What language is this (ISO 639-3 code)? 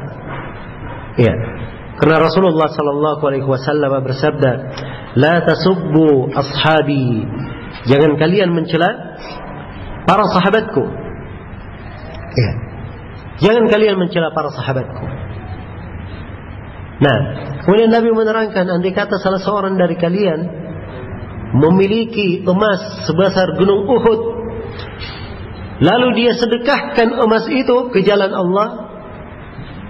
ind